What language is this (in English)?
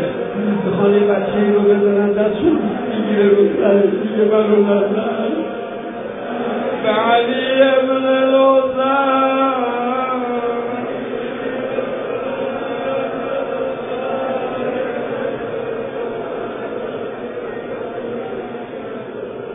Persian